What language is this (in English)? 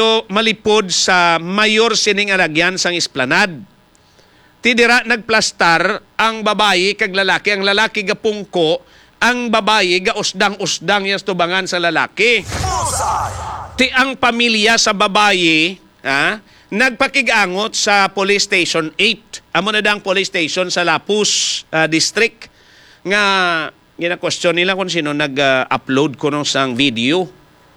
Hiligaynon